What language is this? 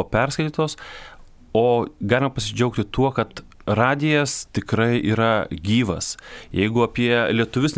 Lithuanian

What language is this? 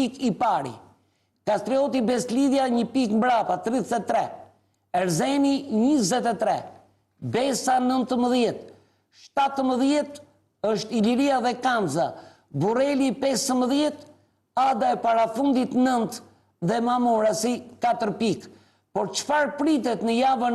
Albanian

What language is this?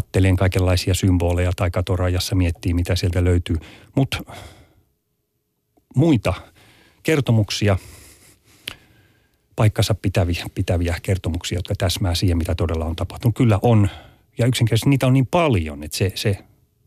Finnish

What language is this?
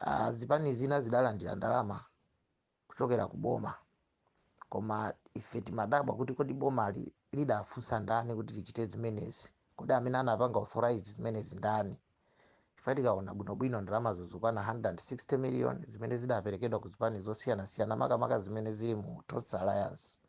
Nyanja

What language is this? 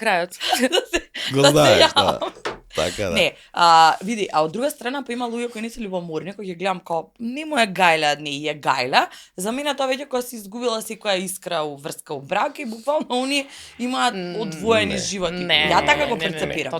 Macedonian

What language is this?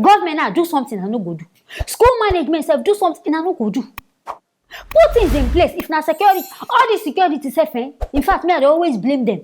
Nigerian Pidgin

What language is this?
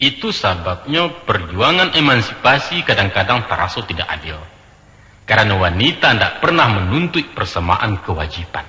Minangkabau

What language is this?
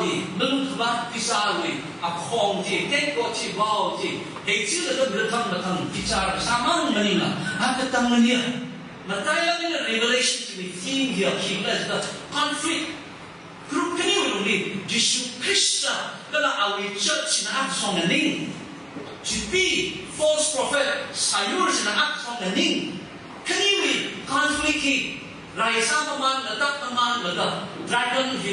Tangkhul Naga (India)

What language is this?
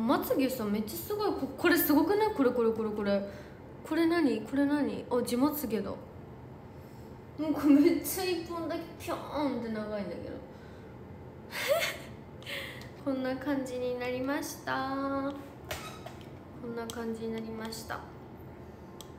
Japanese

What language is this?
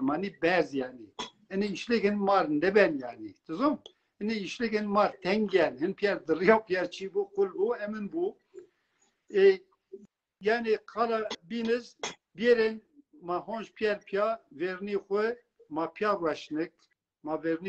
Zaza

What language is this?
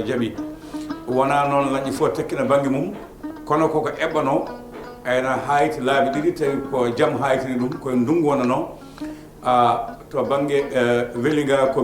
Fula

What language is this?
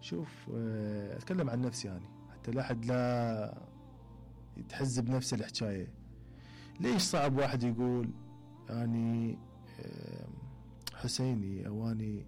Mesopotamian Arabic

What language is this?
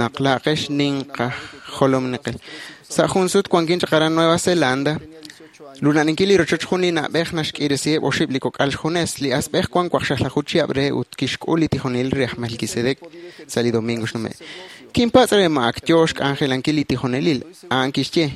Kekchí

